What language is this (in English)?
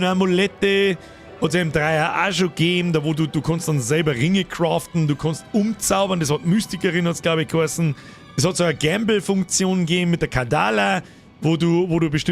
Bavarian